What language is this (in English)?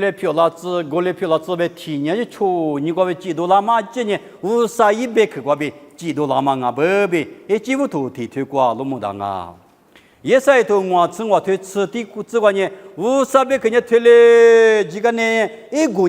Lisu